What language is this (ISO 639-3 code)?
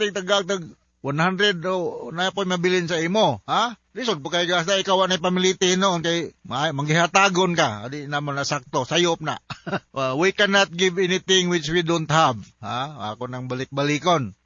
ceb